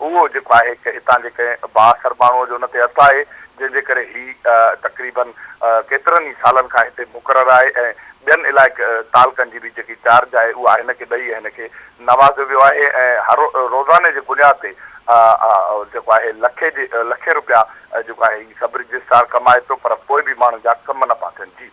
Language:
Sindhi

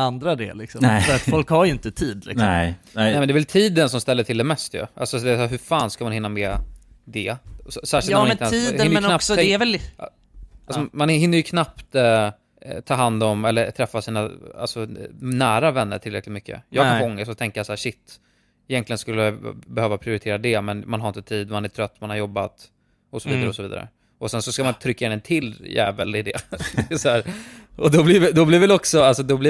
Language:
Swedish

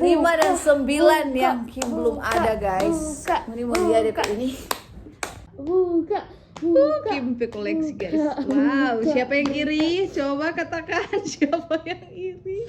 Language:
Manado Malay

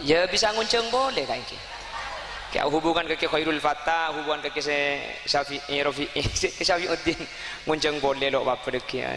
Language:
Madurese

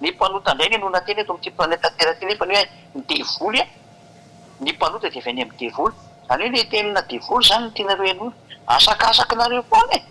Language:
Malagasy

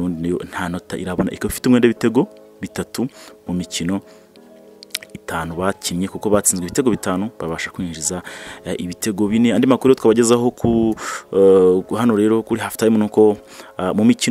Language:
Kinyarwanda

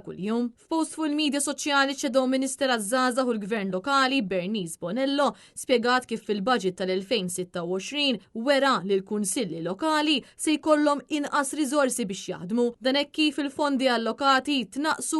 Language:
Maltese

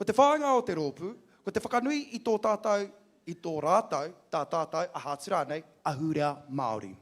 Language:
Māori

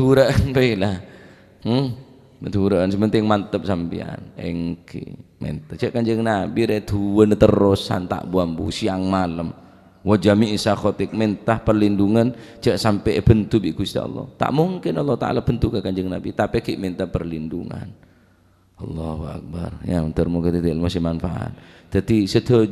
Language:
Madurese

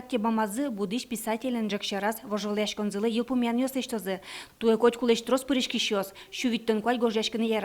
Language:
Udmurt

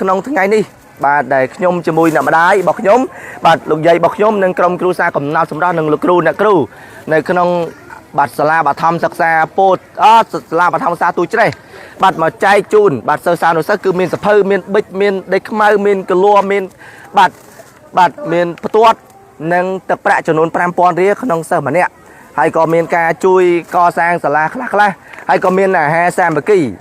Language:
Khmer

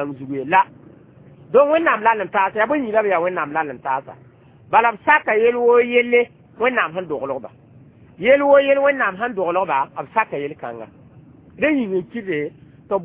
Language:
Mossi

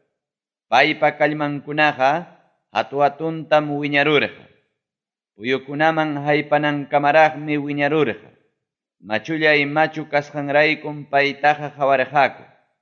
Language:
Ayacucho Quechua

